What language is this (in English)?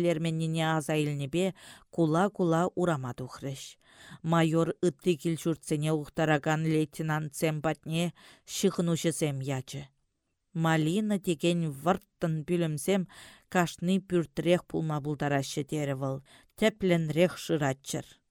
Chuvash